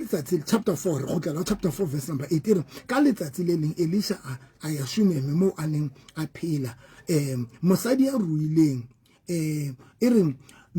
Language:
Southern Sotho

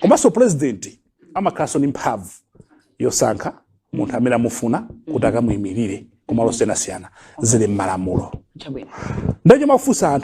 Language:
Nyanja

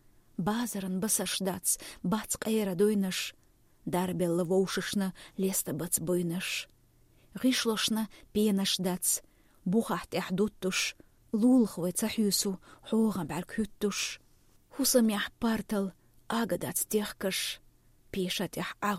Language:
Chechen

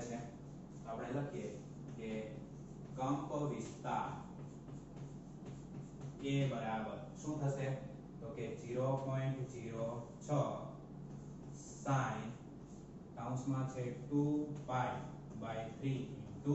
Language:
Gujarati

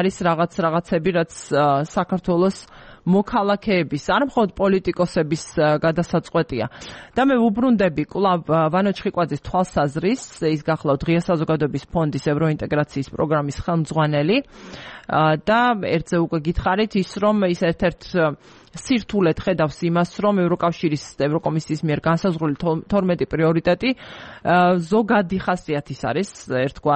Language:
Georgian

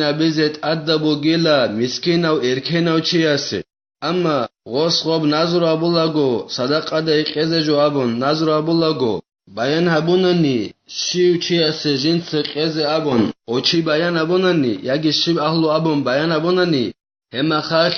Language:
Avaric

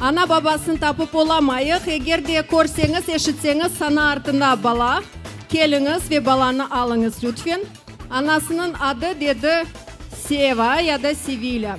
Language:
Crimean Tatar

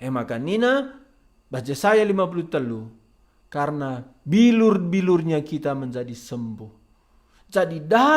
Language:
Batak Karo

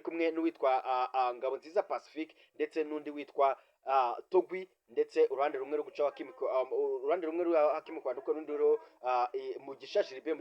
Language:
Kinyarwanda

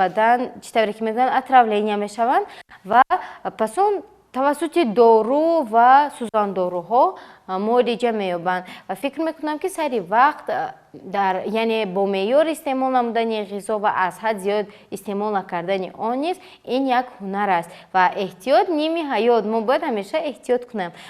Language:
Tajik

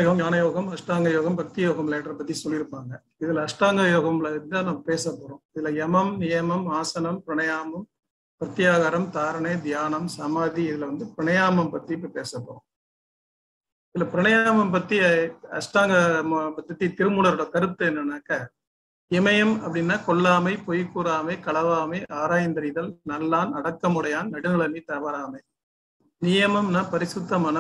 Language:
Tamil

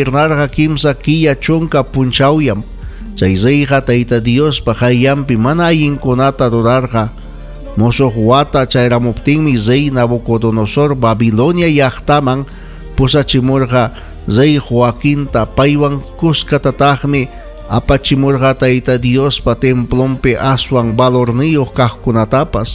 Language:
Ayacucho Quechua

